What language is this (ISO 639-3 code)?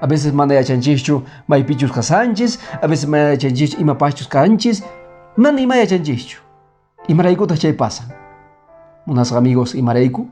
que